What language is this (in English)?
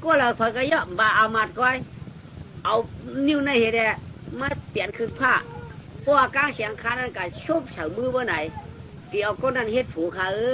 Shan